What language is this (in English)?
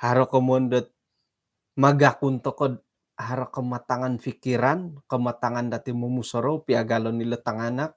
Central Dusun